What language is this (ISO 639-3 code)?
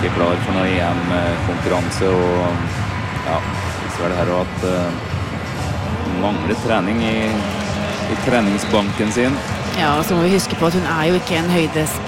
nor